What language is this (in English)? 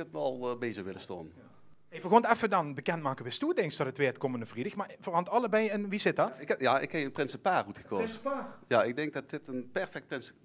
Limburgish